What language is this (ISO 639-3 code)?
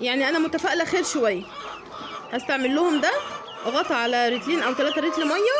arz